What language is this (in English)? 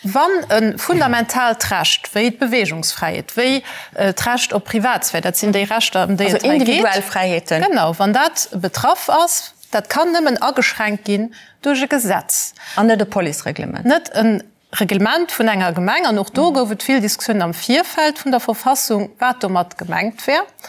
Luxembourgish